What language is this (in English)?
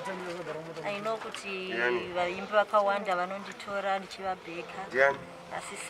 Shona